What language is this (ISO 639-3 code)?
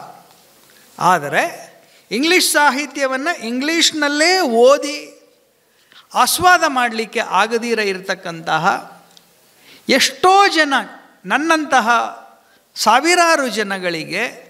kan